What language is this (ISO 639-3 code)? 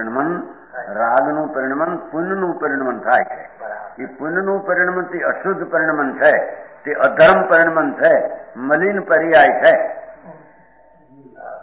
guj